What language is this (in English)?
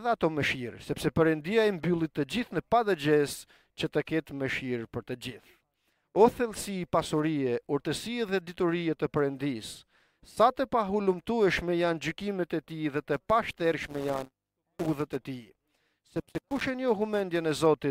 Albanian